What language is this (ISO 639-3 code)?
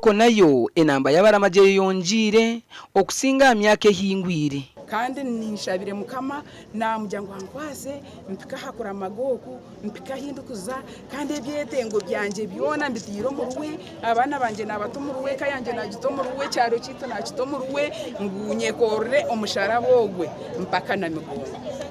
nyn